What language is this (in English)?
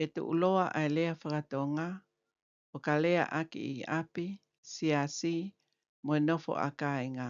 Tongan